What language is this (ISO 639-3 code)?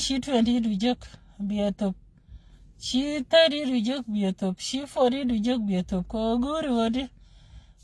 nus